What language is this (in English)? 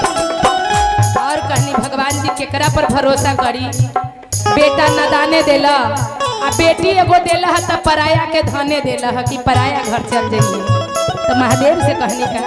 Magahi